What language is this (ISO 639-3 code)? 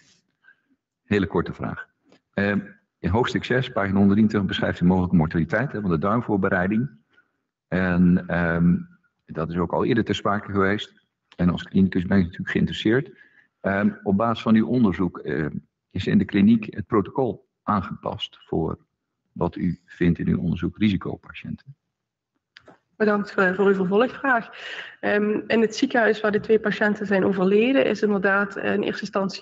nld